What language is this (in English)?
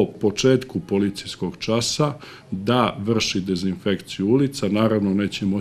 Serbian